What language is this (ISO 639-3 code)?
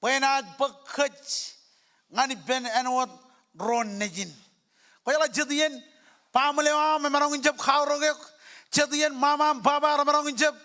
mah